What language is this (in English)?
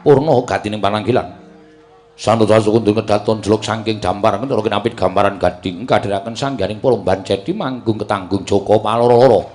Javanese